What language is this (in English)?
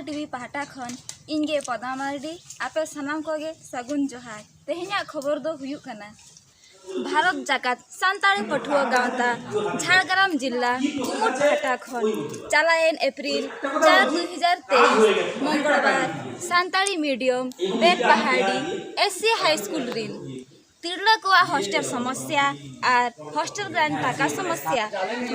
Santali